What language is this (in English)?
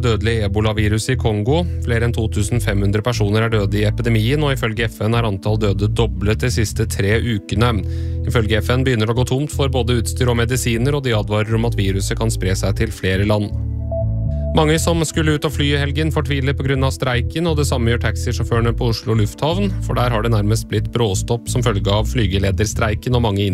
Norwegian